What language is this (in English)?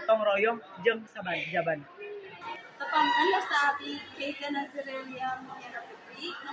Sundanese